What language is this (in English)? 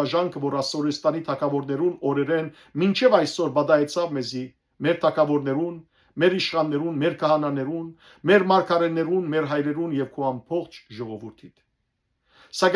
Western Armenian